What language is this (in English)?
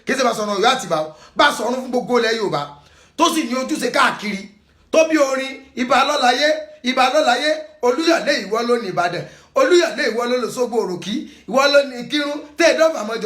Yoruba